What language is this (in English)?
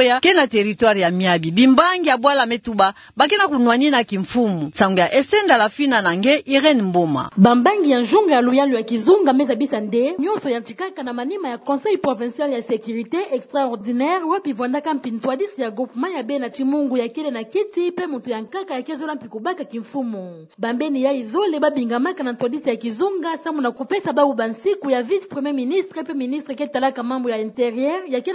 Kituba (Democratic Republic of Congo)